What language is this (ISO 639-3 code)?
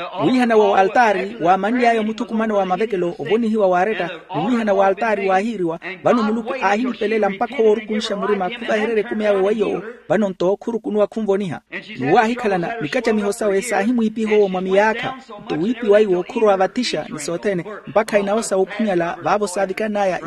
vmw